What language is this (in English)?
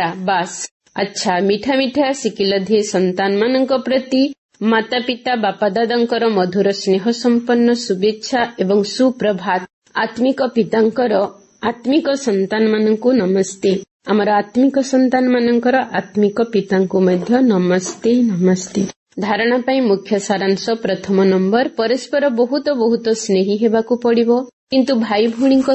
Odia